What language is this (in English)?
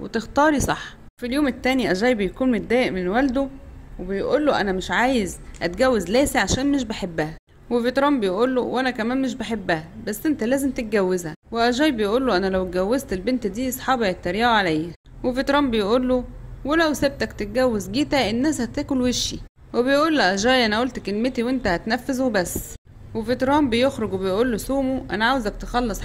Egyptian Arabic